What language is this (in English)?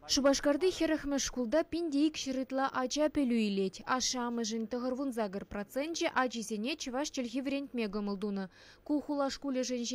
Chuvash